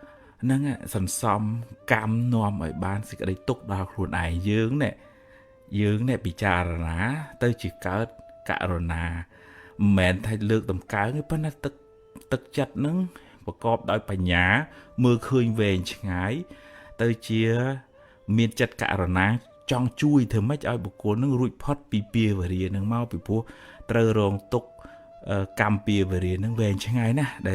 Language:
Khmer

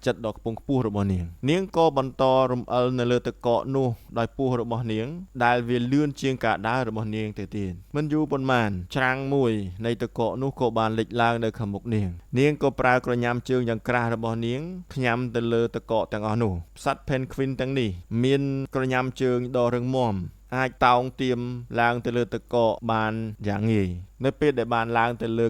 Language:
Khmer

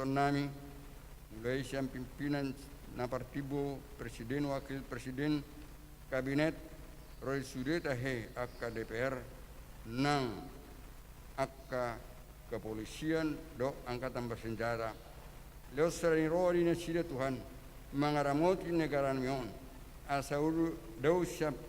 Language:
Batak Toba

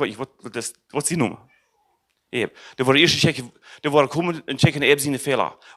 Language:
Plautdietsch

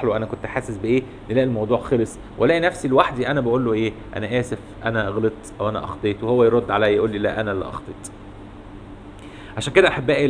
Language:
Egyptian Arabic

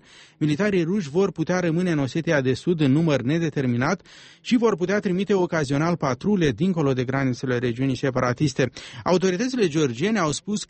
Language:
Romanian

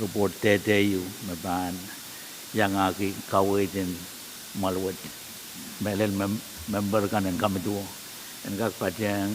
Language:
Pohnpeian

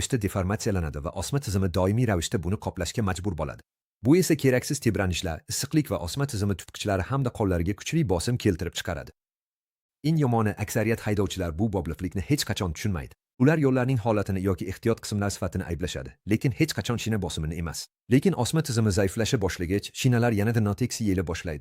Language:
Uzbek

